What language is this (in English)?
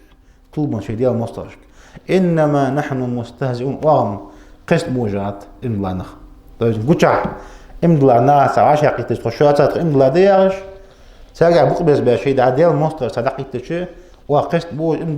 Ingush